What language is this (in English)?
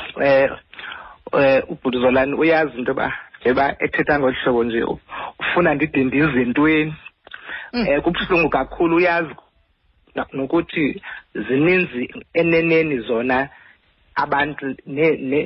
Xhosa